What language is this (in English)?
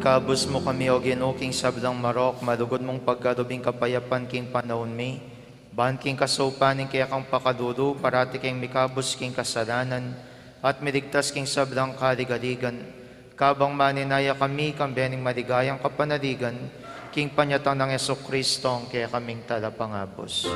Pampanga